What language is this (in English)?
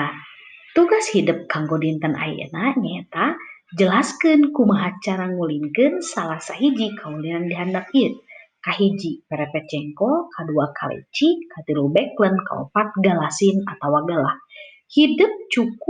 Sundanese